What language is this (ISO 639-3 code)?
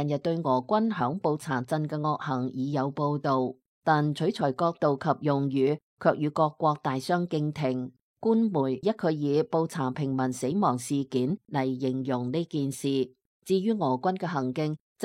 yue